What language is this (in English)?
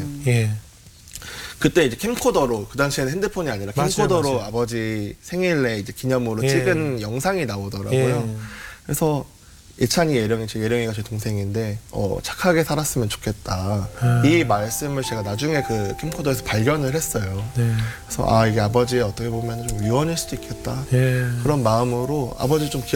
Korean